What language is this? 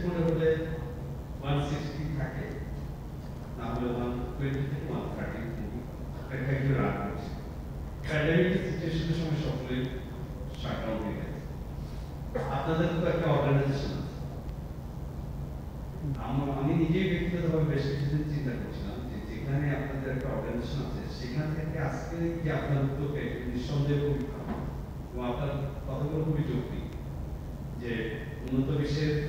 Bangla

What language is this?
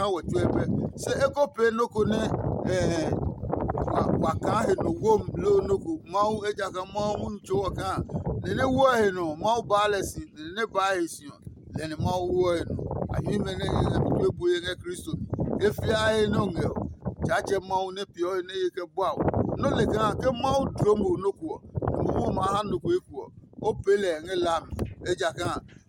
Adangme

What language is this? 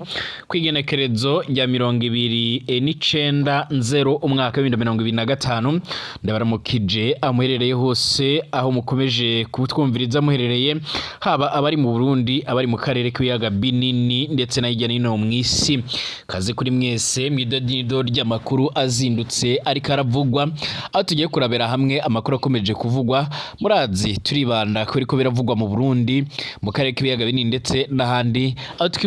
Rundi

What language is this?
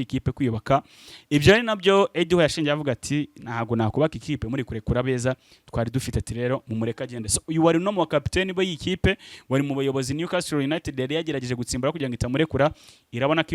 Kinyarwanda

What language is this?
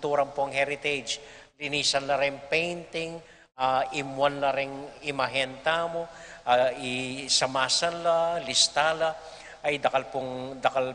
Pampanga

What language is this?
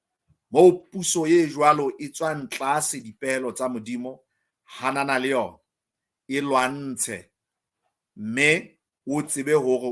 Southern Sotho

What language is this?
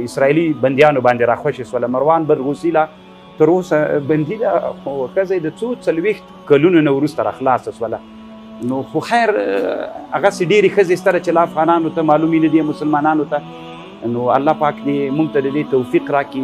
Pashto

